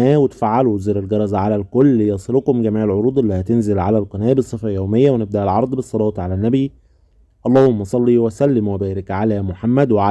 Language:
Egyptian Arabic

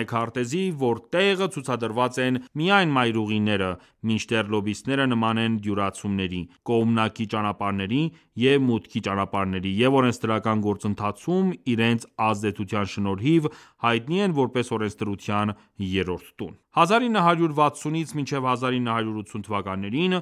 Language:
Armenian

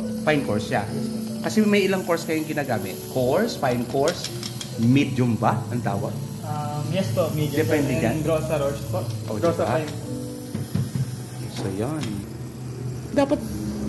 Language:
Filipino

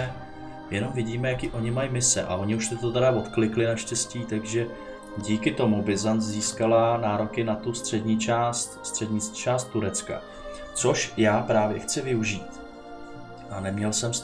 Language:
Czech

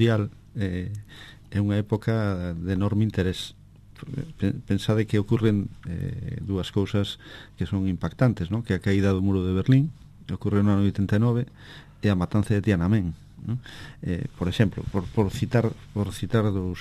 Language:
Galician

